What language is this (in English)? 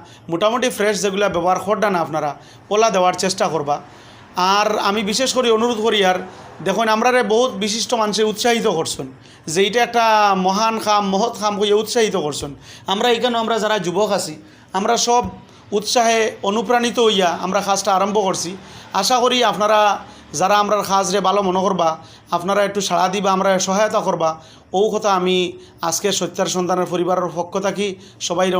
Sylheti